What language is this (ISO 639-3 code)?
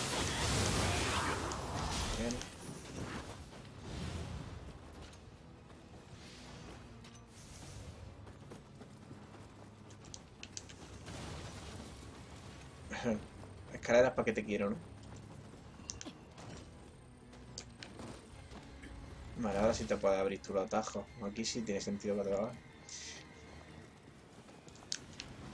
spa